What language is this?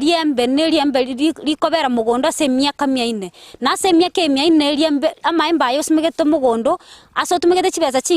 Gusii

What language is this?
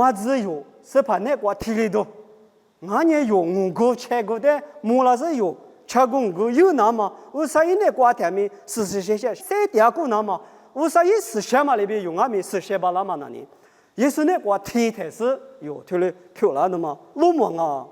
Lisu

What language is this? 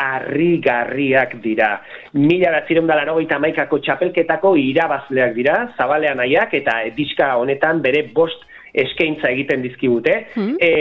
Basque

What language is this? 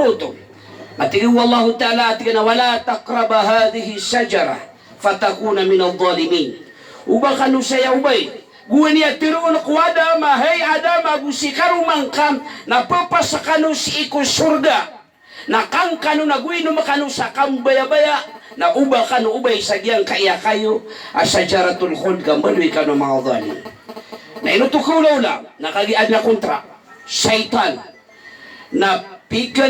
Maranao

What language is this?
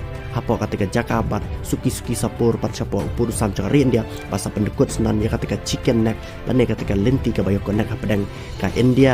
Khasi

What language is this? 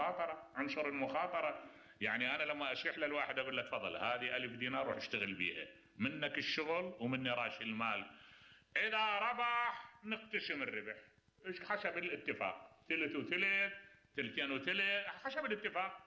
Mesopotamian Arabic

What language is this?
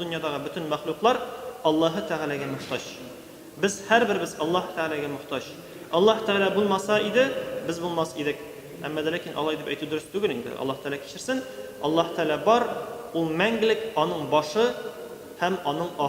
Tatar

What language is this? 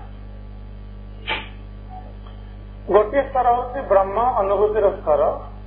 Odia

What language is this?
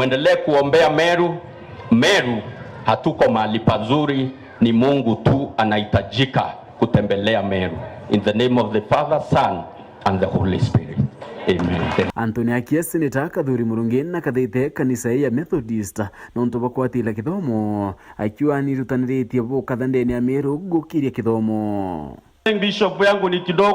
Meru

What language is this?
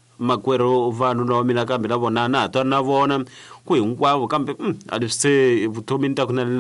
Tsonga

